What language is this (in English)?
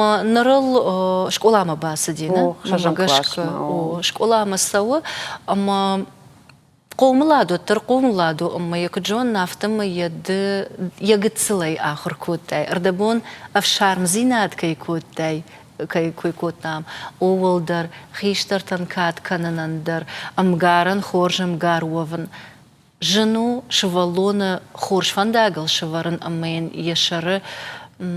Ossetic